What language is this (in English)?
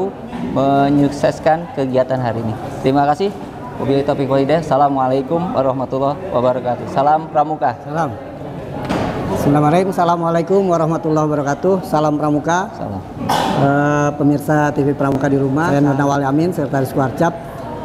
Indonesian